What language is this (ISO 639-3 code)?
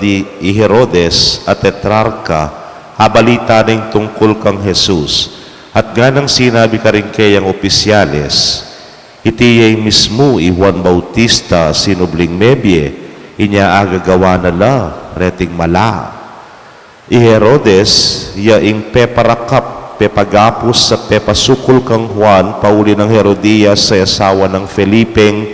pam